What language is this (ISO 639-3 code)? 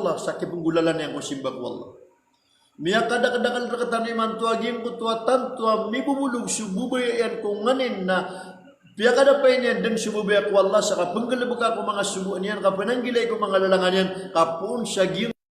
mrw